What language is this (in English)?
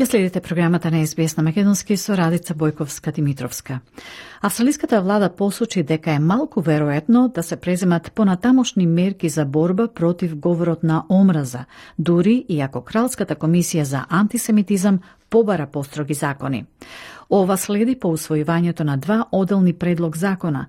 Macedonian